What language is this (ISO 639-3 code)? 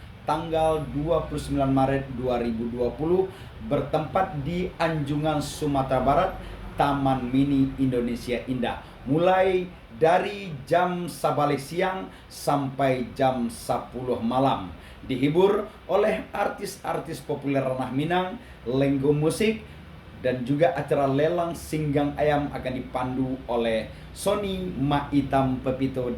min